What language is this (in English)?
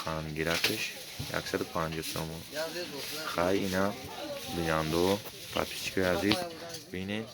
Tajik